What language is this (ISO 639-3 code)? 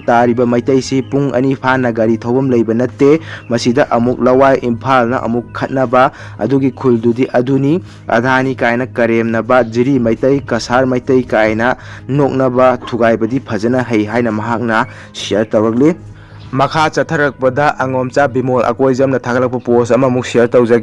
mni